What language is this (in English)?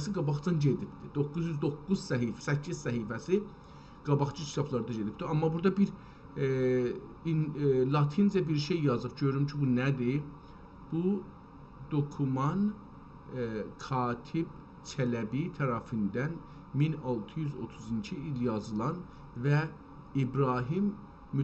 South Azerbaijani